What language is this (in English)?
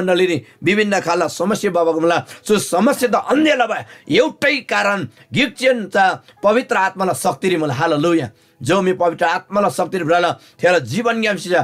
Eastern Tamang